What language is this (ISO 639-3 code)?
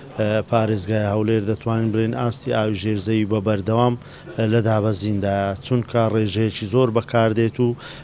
ckb